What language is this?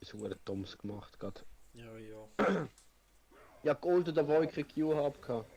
Swiss German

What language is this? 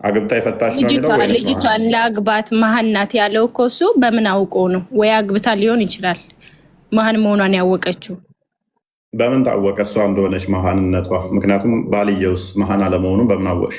Amharic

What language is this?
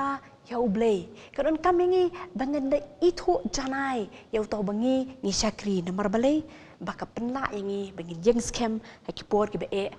Khasi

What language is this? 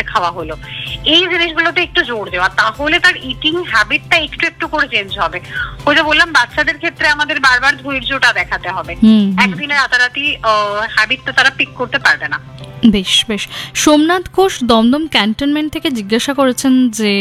Bangla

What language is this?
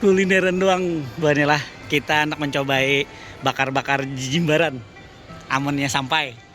Banjar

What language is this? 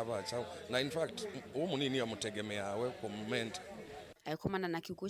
Kamba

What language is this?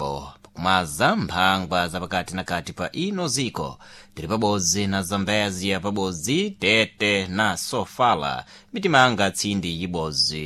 Sena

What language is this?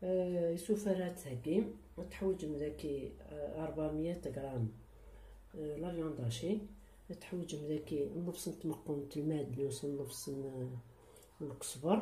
Kabyle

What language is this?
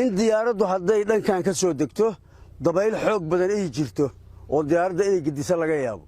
Somali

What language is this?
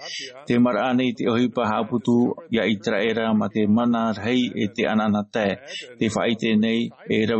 Tahitian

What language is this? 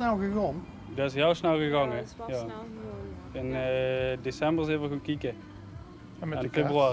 Limburgish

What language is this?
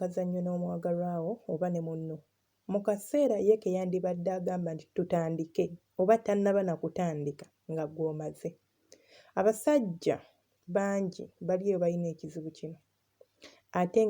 Ganda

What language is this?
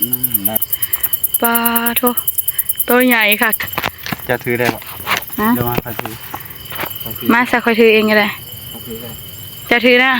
Northeastern Thai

